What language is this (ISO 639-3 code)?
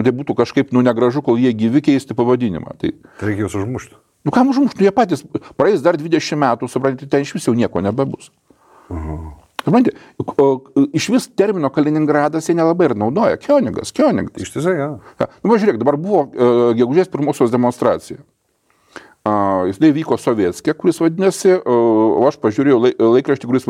lit